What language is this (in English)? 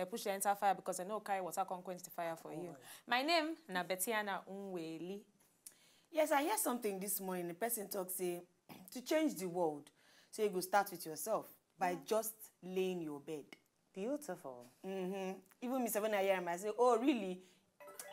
Nigerian Pidgin